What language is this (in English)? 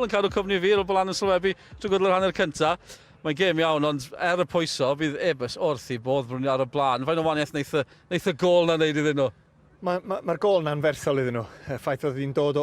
Welsh